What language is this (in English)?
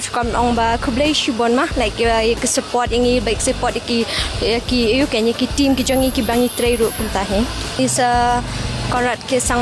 Khasi